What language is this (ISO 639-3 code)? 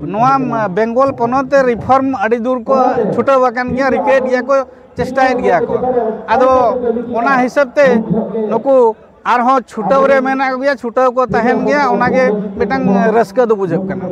sat